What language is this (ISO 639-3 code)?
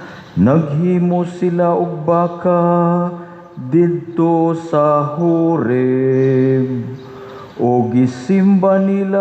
ceb